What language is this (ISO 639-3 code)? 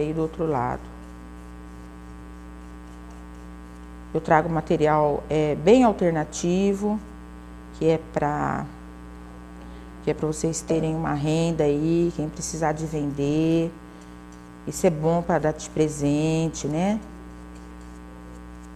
por